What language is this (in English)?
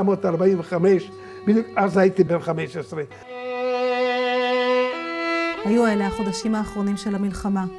Hebrew